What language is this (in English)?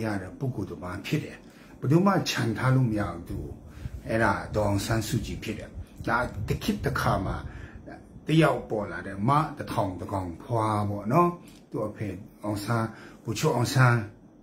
Burmese